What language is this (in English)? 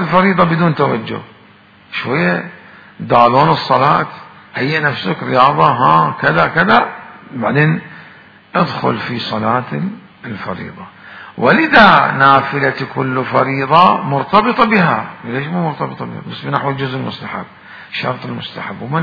Mesopotamian Arabic